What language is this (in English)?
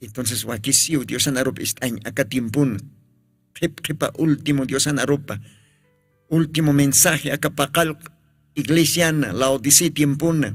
Aymara